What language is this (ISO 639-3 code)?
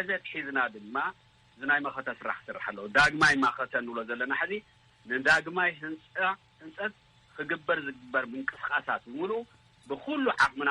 tir